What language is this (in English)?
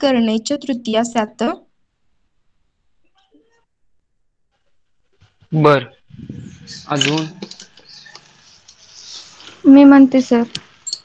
Marathi